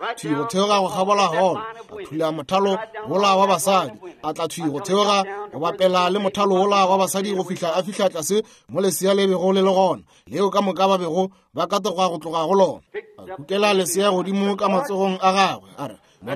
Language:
Northern Sotho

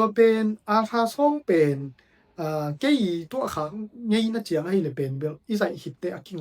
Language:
Tedim Chin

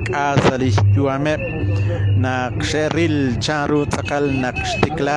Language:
Kekchí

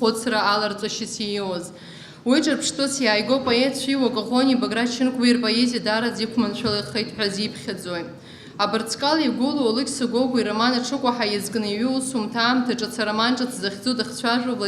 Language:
Abkhazian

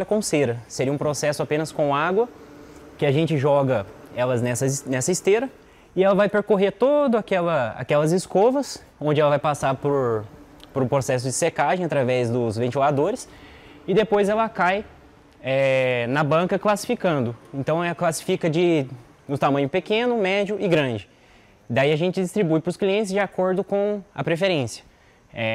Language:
Portuguese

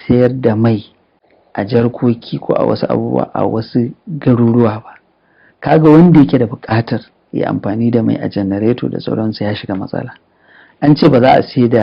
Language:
Hausa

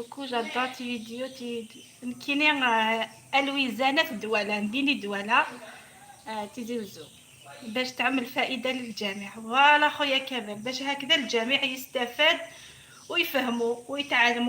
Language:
Algerian Arabic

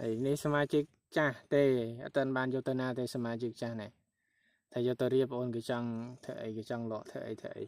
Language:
Khmer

